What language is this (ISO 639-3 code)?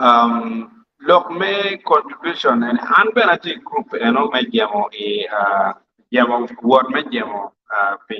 ach